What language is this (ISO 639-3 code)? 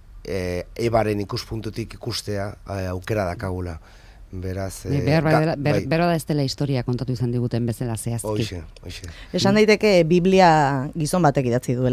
eus